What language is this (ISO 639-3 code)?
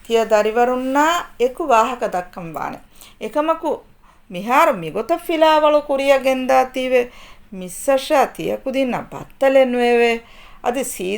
div